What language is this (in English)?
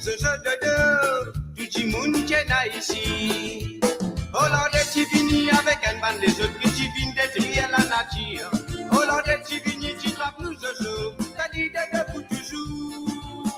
Morisyen